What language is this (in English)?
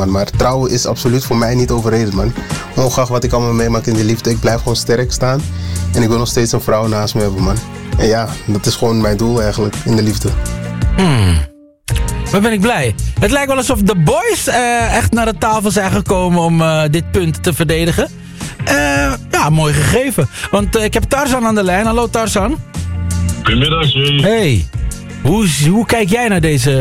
Dutch